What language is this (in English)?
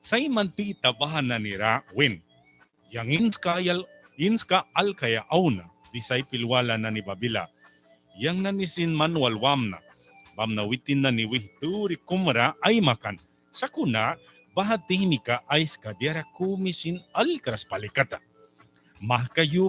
Mískito